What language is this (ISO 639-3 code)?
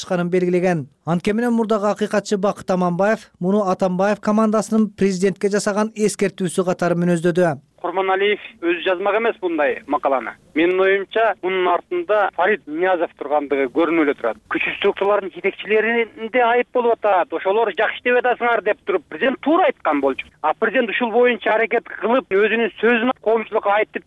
kir